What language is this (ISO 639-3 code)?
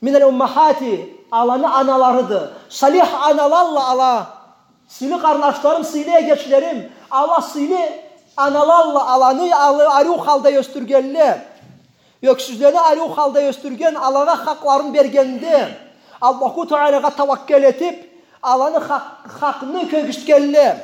krc